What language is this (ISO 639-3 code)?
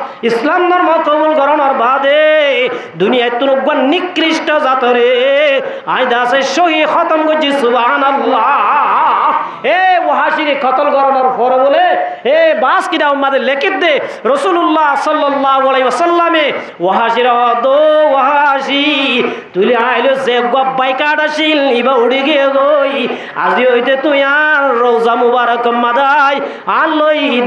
rhg